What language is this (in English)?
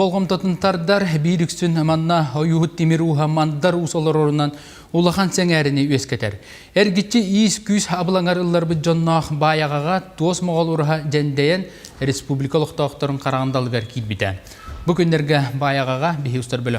Yakut